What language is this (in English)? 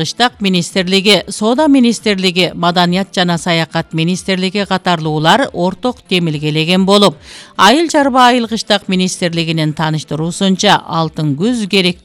Kyrgyz